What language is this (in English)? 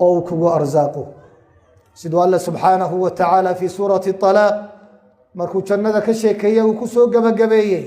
Somali